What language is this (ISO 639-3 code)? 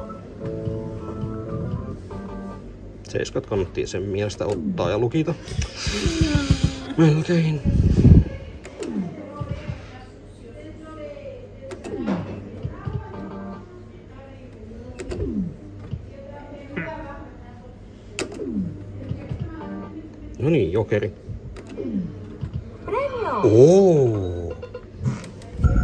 fin